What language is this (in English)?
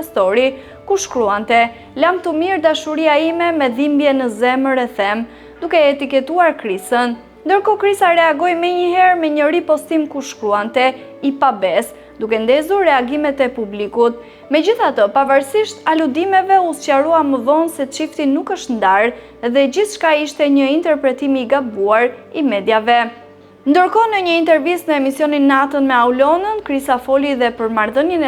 Albanian